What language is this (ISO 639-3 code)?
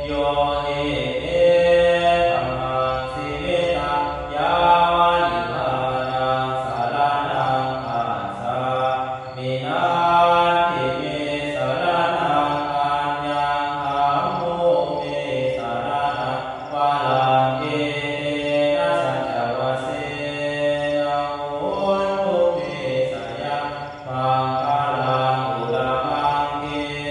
pli